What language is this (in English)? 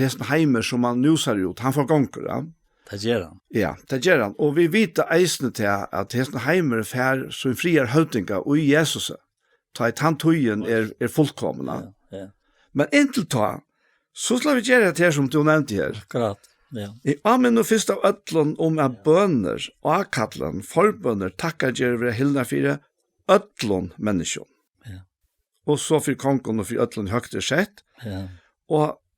Faroese